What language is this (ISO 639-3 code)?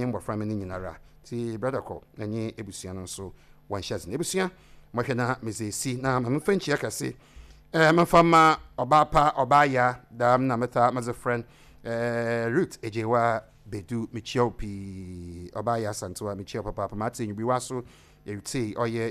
aka